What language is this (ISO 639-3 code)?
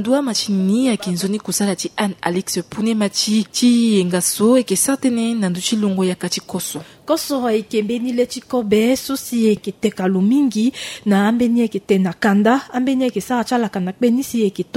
sag